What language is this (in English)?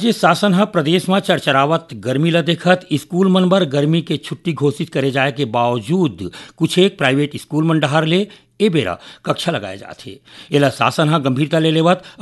Chhattisgarhi